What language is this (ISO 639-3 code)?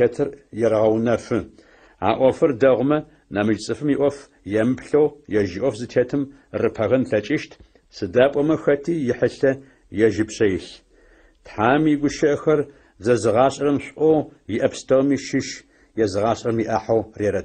ady